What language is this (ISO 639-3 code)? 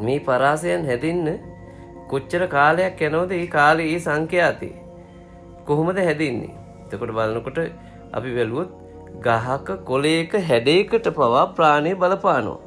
sin